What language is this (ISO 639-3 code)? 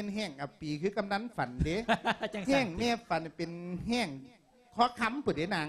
lao